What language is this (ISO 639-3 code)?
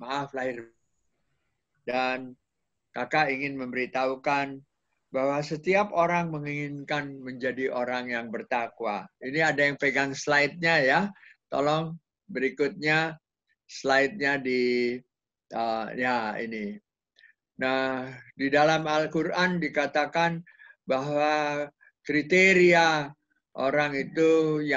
ind